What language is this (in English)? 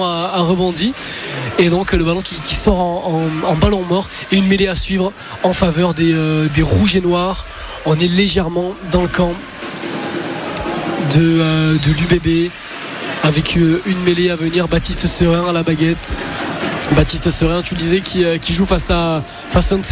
French